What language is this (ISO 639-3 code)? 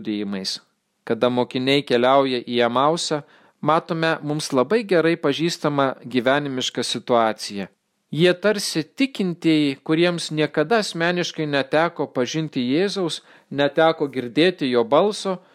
lit